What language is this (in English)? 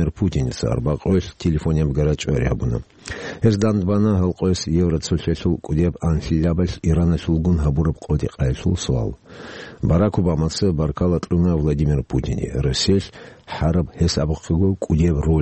Avaric